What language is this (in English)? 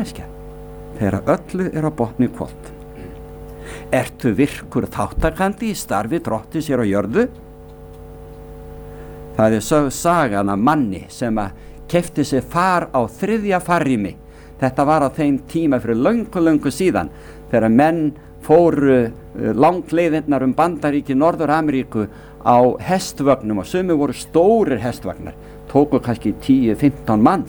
Icelandic